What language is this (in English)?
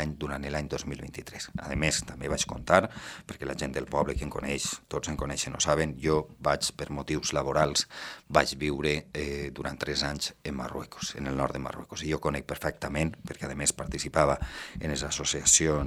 Catalan